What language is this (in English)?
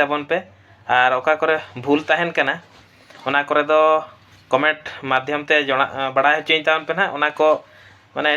Santali